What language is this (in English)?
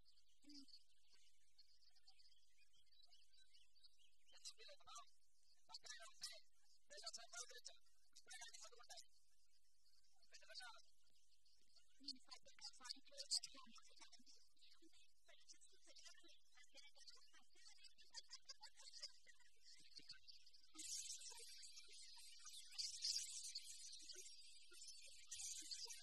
Telugu